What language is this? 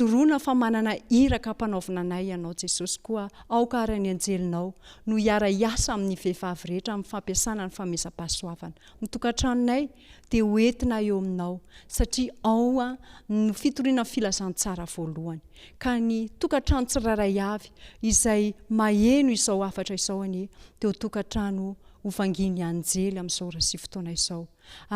Malagasy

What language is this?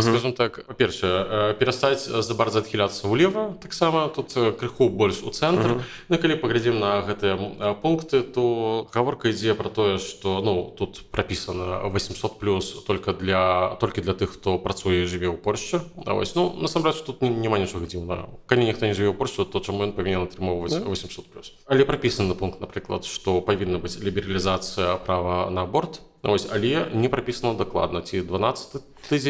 Belarusian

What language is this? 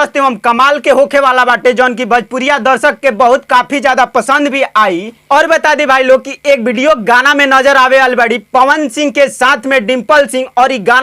Bhojpuri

